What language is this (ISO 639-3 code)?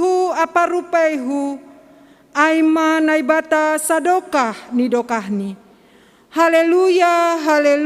bts